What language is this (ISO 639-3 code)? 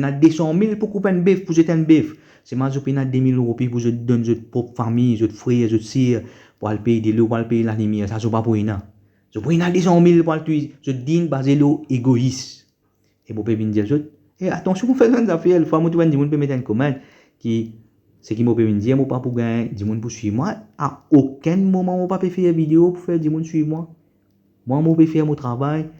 mfe